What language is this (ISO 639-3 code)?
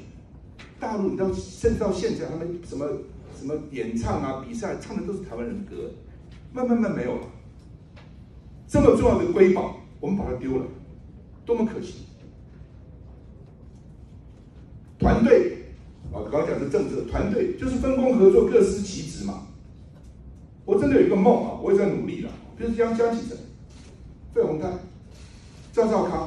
zho